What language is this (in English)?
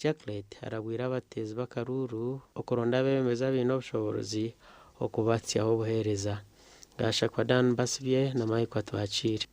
Nyankole